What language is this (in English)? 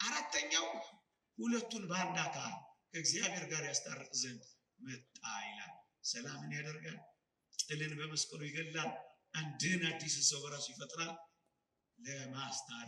Amharic